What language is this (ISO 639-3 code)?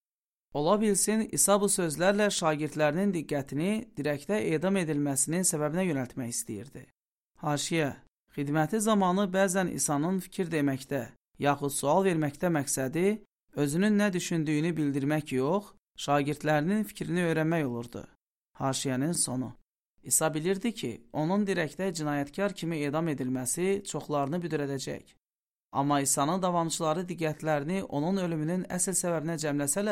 aze